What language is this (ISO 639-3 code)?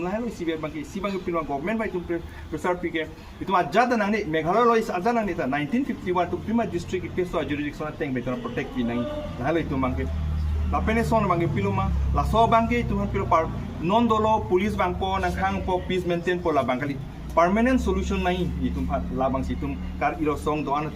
mjw